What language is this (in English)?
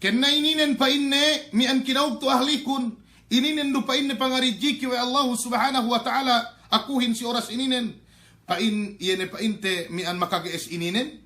Yakan